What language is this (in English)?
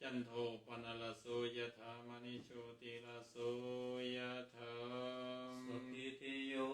Pali